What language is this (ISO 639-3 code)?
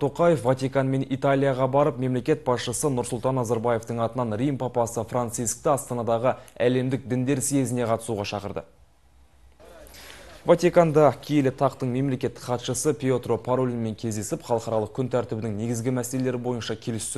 kaz